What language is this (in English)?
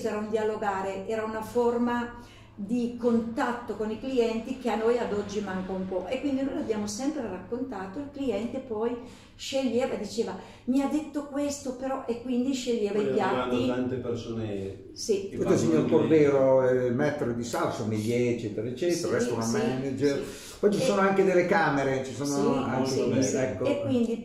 Italian